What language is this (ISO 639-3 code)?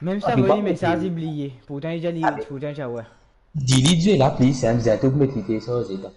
mfe